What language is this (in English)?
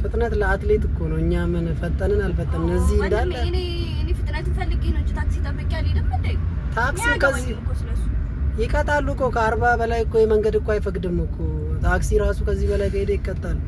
Amharic